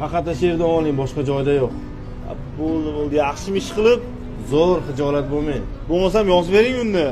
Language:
Uzbek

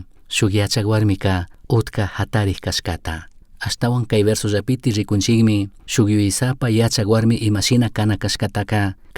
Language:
Chimborazo Highland Quichua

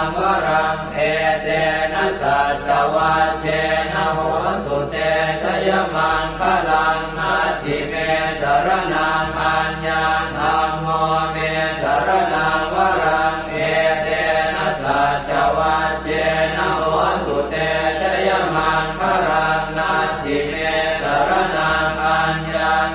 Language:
Pali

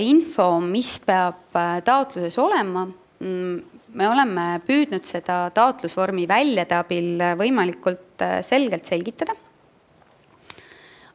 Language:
Estonian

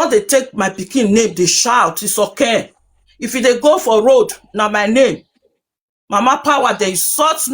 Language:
Nigerian Pidgin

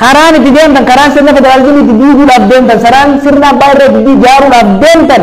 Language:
Oromo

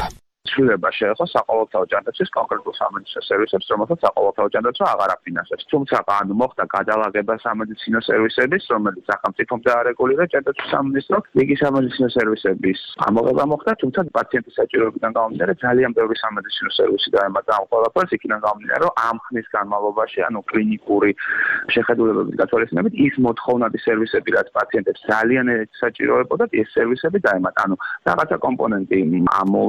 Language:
Georgian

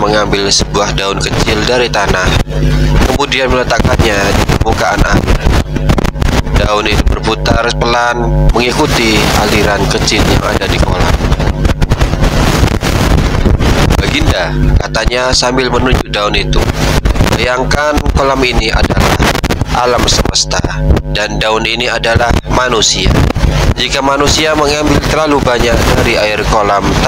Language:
Indonesian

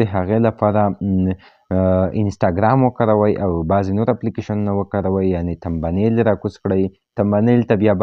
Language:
Pashto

